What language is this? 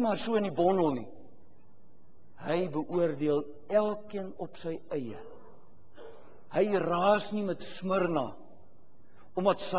Afrikaans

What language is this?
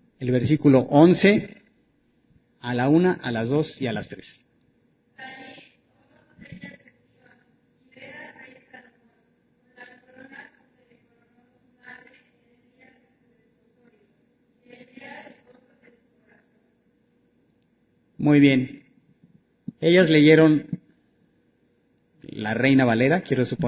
Spanish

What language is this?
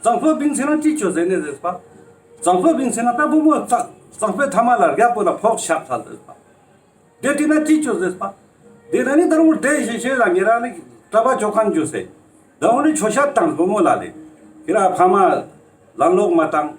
Ladakhi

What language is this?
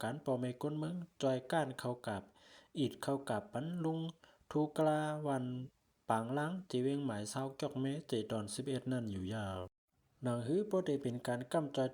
Shan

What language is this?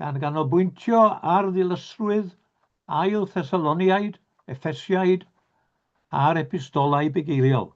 Welsh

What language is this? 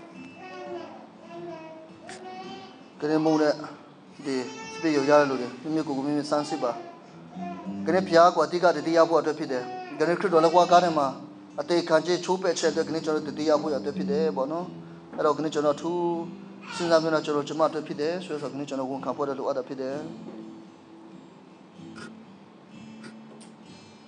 Burmese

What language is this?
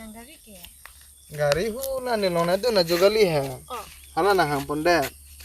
Karbi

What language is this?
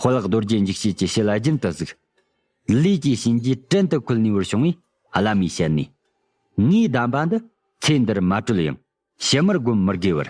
Tibetan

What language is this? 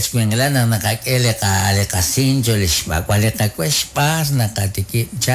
Kekchí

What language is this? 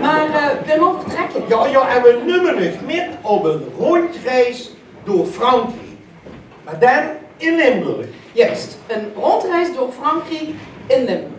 Limburgish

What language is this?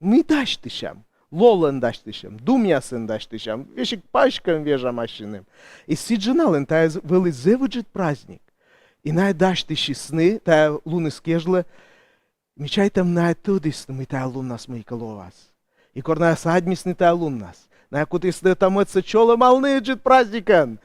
Komi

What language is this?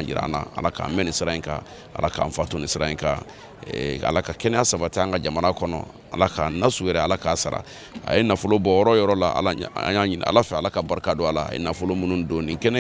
Bambara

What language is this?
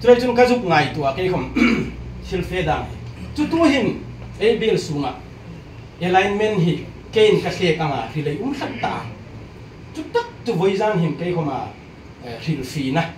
Hmar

